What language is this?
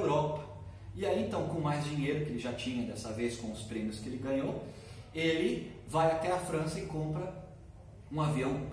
Portuguese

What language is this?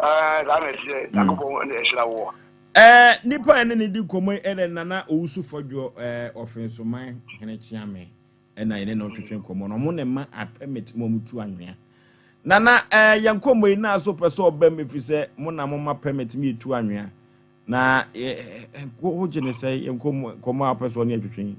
Akan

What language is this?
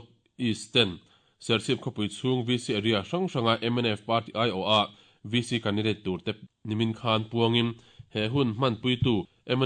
Mizo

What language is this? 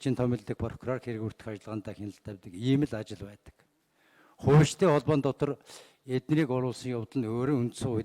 Mongolian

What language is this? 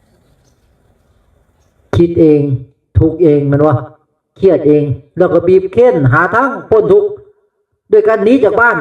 Northeastern Thai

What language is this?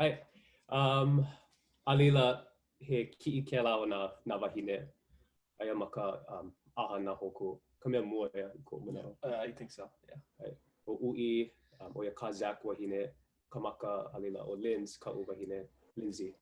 Hawaiian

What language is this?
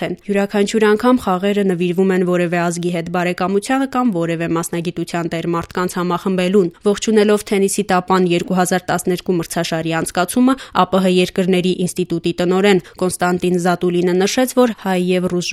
Armenian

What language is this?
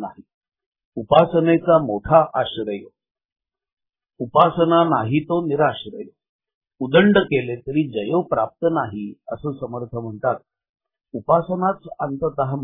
Marathi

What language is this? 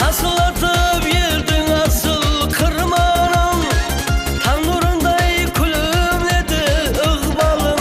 Kara-Kalpak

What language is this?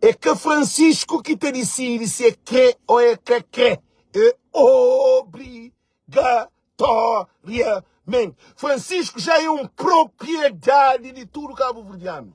Kabuverdianu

